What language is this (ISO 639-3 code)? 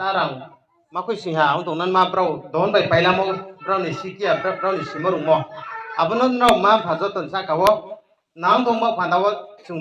ria